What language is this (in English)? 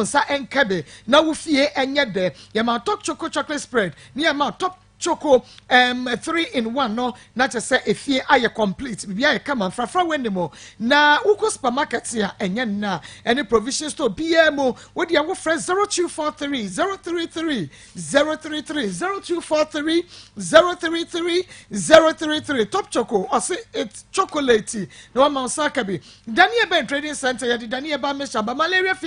Akan